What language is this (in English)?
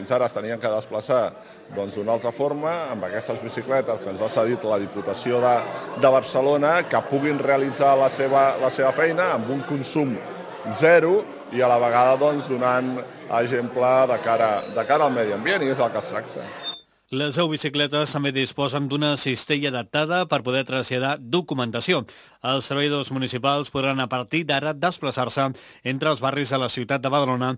Catalan